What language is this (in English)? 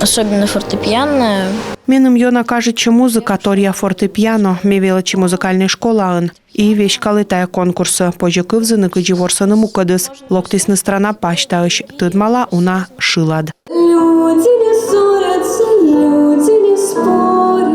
Komi